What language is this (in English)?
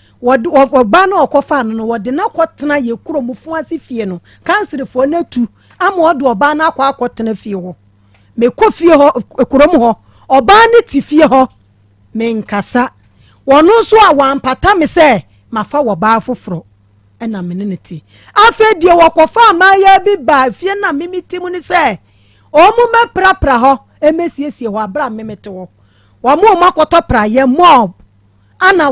Akan